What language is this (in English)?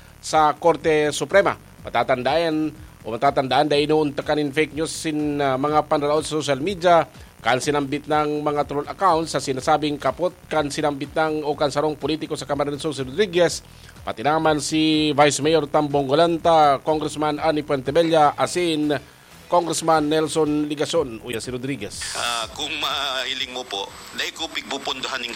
Bikol